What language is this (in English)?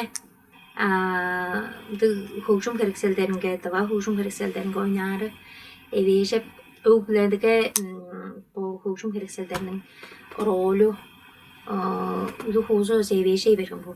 Tuvinian